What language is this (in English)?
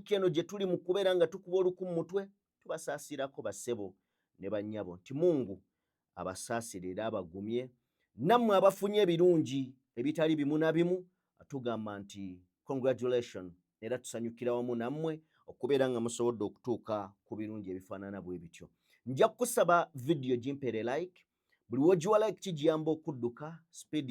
Ganda